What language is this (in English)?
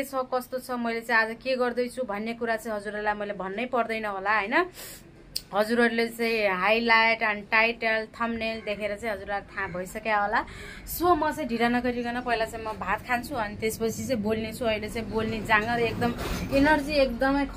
Nepali